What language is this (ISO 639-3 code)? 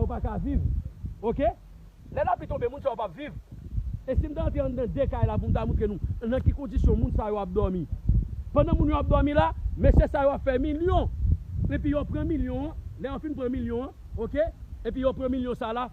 hat